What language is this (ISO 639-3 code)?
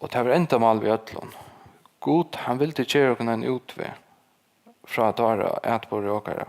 fao